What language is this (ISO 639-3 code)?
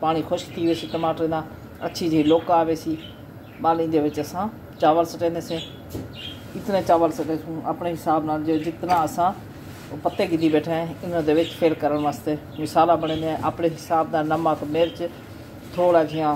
skr